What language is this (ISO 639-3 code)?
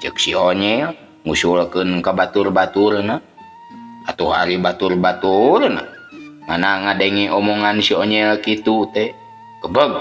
sun